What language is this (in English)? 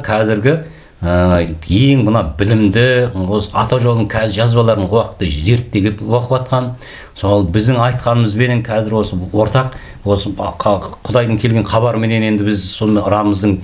Kazakh